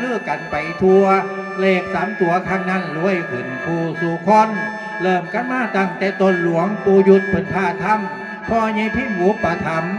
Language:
Northeastern Thai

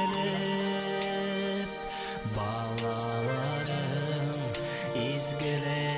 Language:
Bashkir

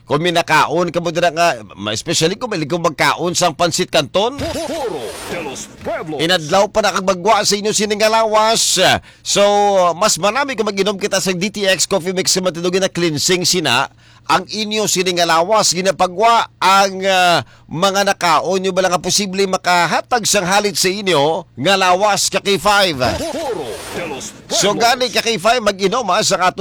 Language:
Hiligaynon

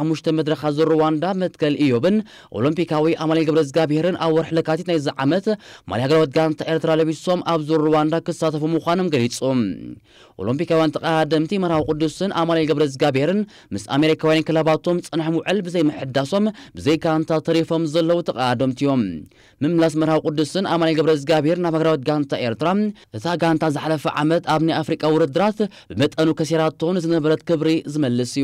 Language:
Tigrinya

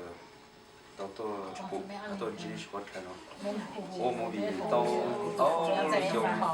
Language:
Hmong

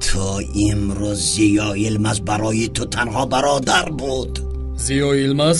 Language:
Tajik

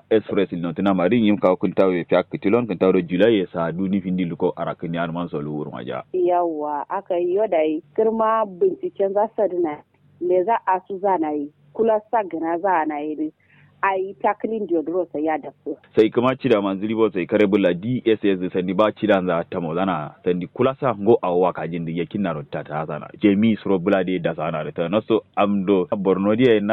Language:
Kanuri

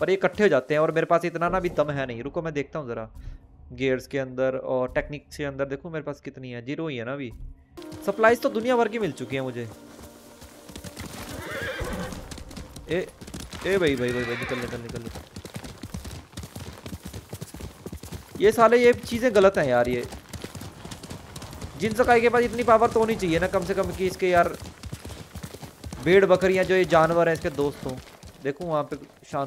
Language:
Hindi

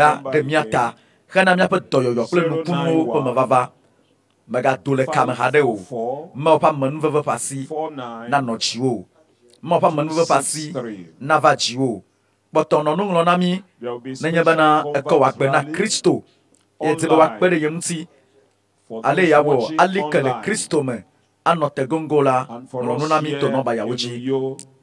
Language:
Ewe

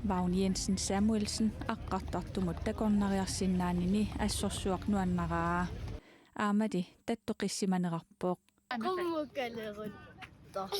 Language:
Kalaallisut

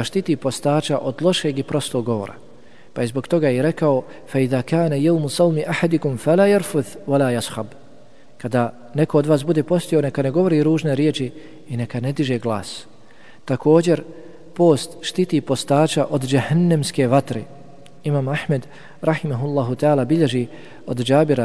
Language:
Bosnian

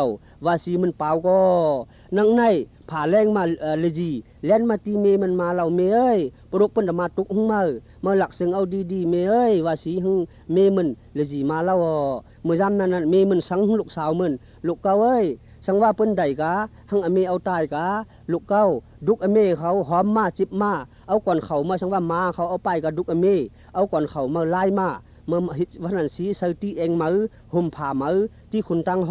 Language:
Shan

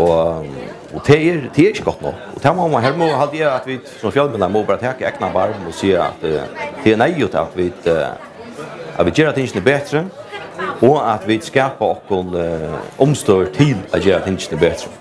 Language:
Faroese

